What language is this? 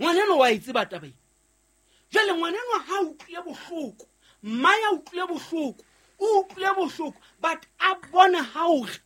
Southern Sotho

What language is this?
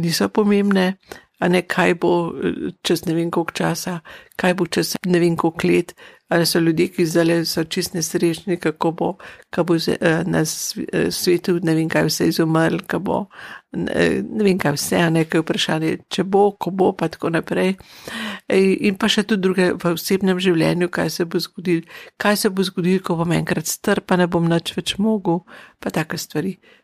Slovenian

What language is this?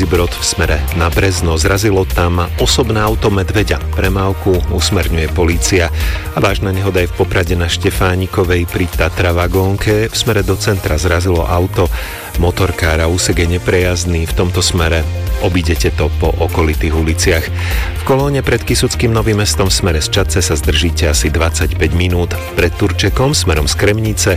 Slovak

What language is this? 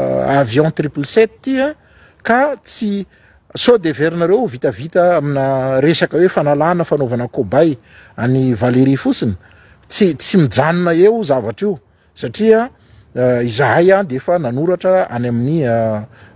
Malagasy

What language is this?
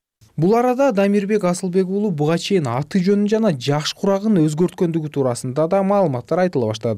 Kyrgyz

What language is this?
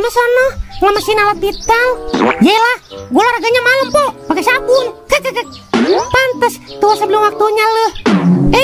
Betawi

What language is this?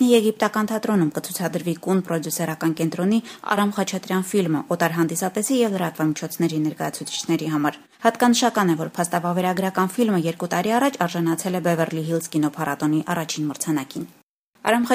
Armenian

